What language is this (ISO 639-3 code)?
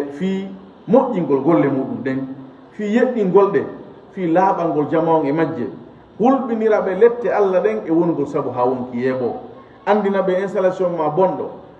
ful